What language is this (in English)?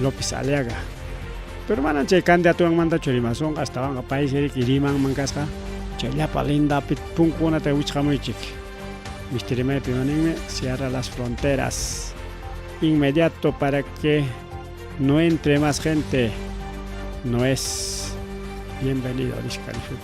Ayacucho Quechua